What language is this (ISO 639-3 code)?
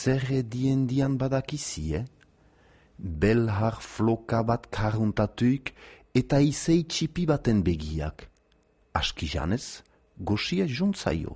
eus